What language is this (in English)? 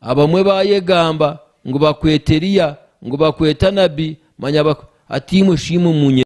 Nyankole